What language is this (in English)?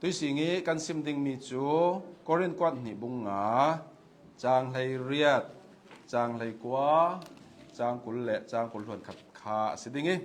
Hakha Chin